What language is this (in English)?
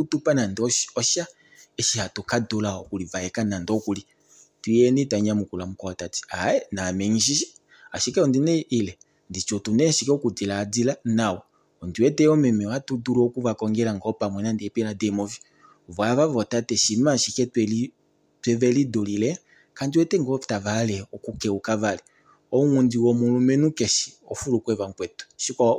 Kuanyama